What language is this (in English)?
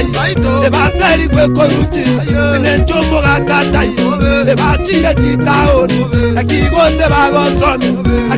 Gusii